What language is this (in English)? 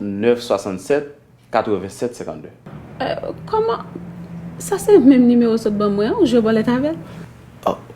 Haitian Creole